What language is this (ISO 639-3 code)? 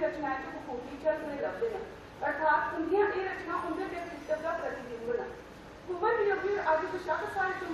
doi